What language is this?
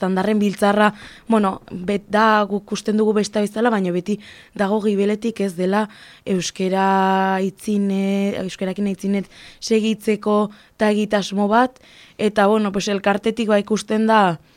Basque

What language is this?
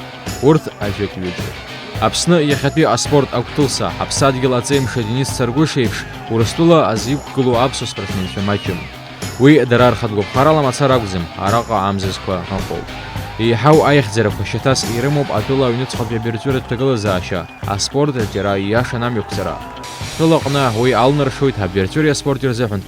Abkhazian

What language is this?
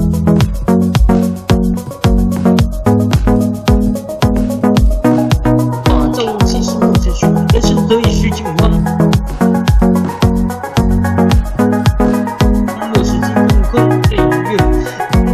Chinese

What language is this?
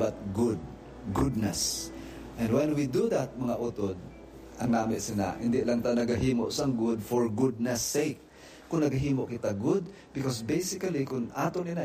Hiligaynon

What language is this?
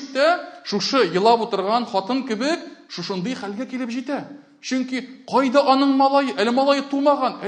Tatar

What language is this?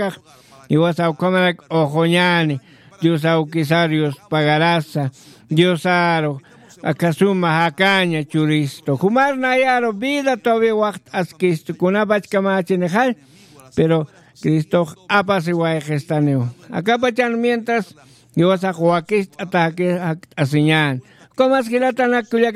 Aymara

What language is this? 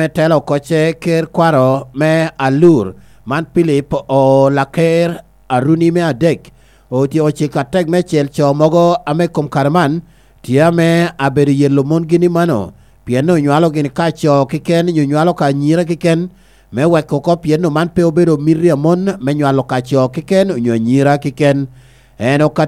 Lango (Uganda)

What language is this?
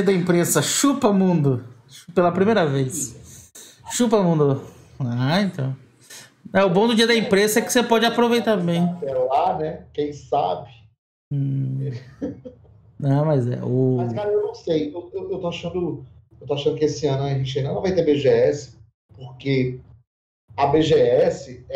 Portuguese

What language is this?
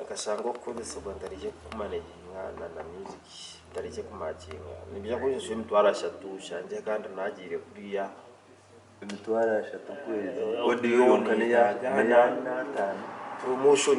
Nyankole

